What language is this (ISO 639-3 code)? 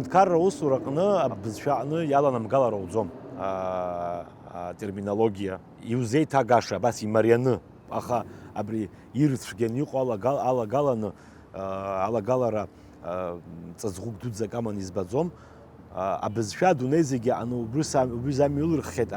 abk